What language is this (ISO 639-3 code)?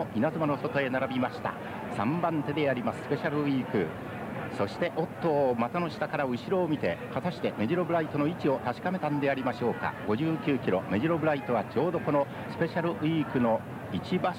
jpn